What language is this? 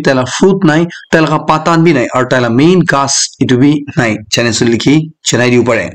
Naga Pidgin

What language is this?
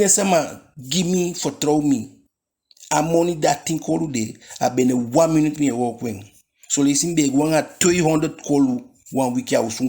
Eastern Maroon Creole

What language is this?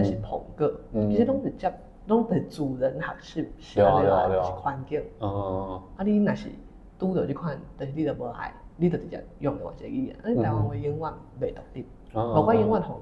Min Nan Chinese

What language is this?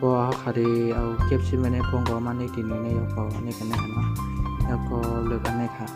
Shan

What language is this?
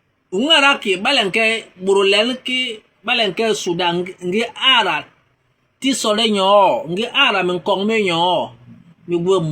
Basaa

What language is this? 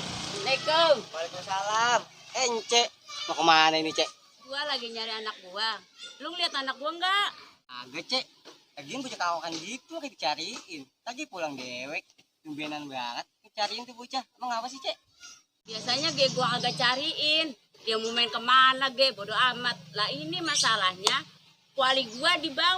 Betawi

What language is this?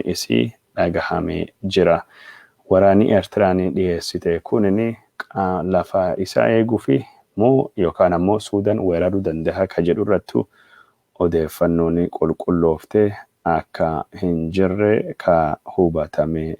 Oromo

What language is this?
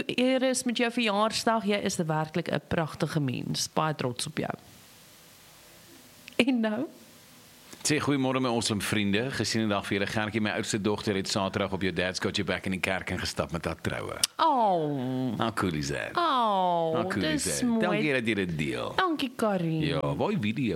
Afrikaans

